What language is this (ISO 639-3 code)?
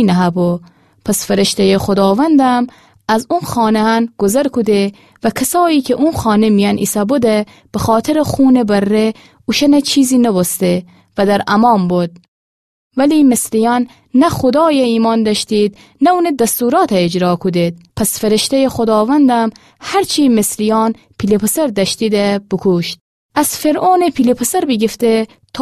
glk